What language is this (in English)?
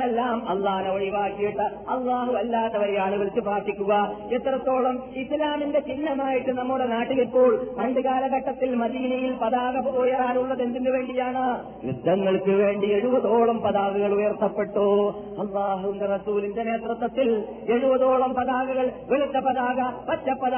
Malayalam